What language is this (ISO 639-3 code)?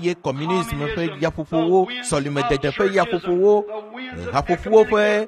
ewe